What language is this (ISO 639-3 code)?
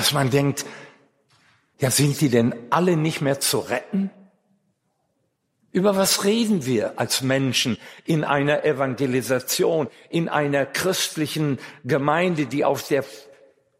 deu